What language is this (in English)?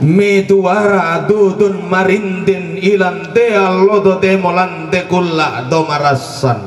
Toraja-Sa'dan